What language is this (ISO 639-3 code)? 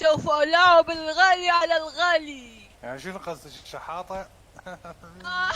acm